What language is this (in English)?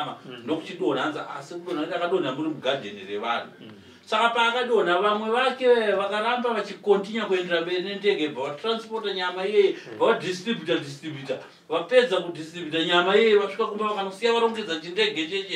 Shona